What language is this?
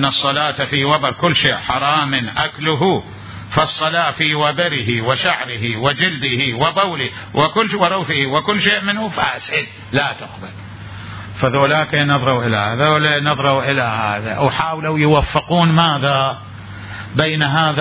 Mesopotamian Arabic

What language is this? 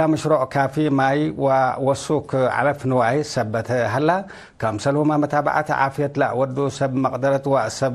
Tigre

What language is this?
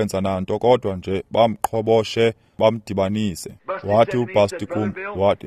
Xhosa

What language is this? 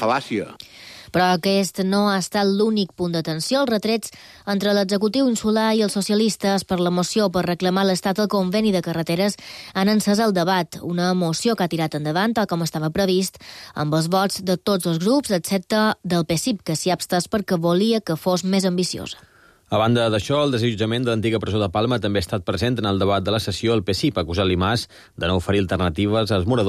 Catalan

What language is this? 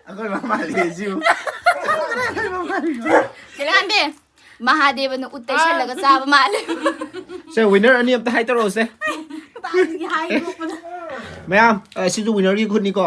Manipuri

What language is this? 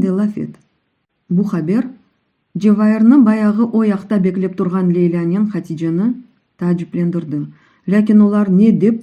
Crimean Tatar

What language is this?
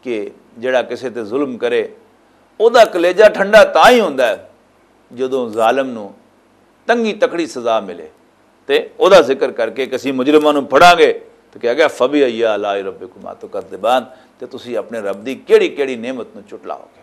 Western Panjabi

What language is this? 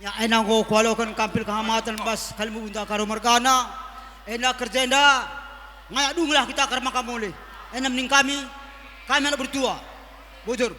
Batak Karo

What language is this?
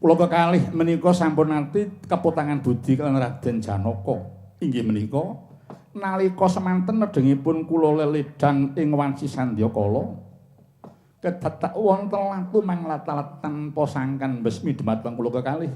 Javanese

